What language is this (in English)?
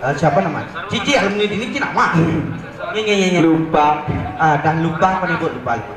Balinese